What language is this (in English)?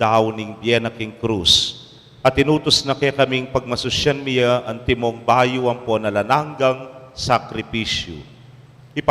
Pampanga